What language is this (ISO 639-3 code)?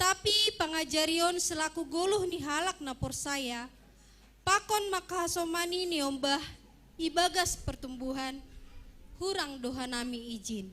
bts